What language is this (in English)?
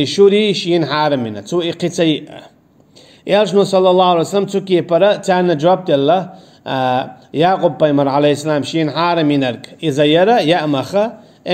Chechen